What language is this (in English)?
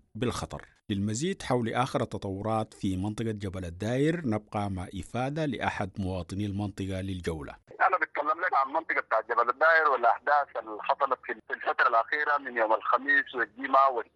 Sudanese Arabic